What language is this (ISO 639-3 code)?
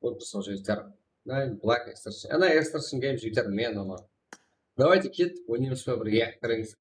kaa